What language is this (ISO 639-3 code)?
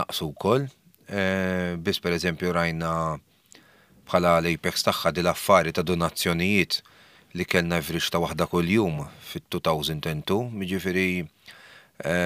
mlt